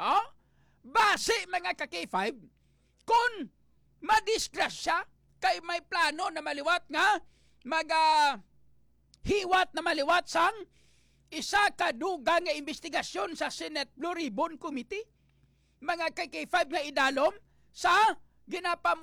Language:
Hiligaynon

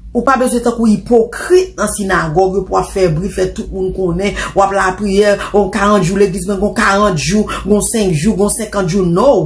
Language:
Haitian Creole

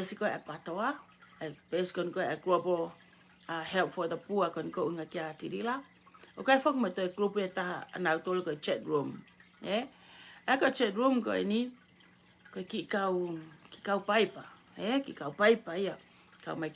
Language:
Tongan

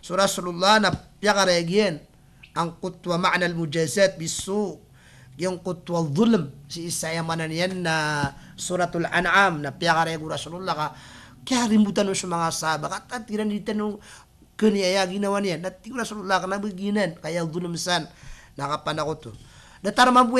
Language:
Maranao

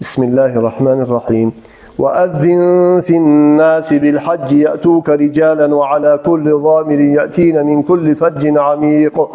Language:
Kumyk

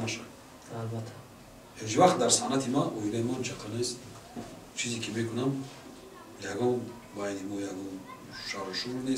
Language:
Tajik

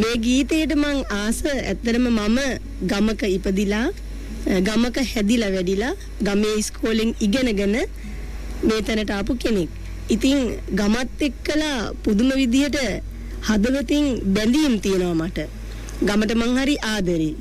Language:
Sinhala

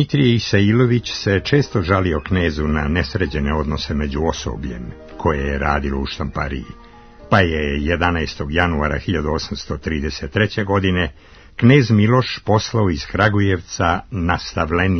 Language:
Serbian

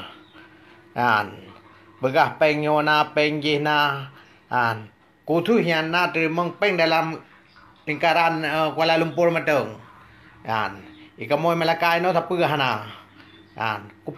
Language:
Achinese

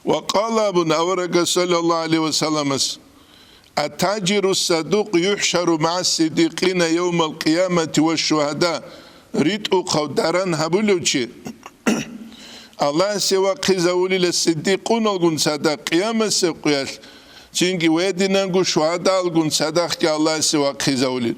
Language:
Avaric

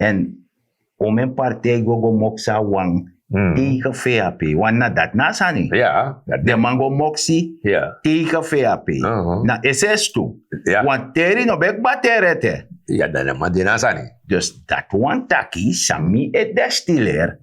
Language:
Sranan Tongo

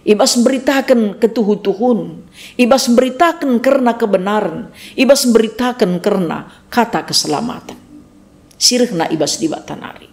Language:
Batak Karo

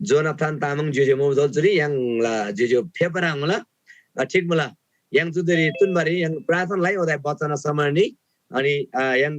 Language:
Eastern Tamang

